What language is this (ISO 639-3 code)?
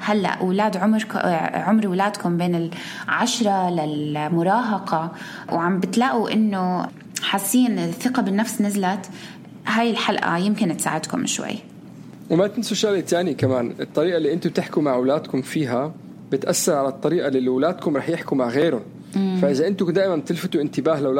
apc